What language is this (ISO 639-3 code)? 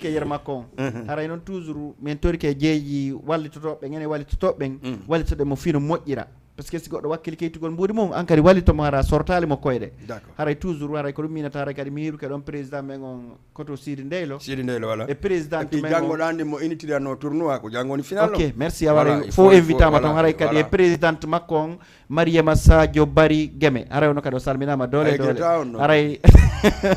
ful